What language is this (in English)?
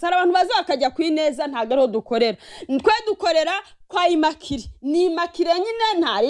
Kinyarwanda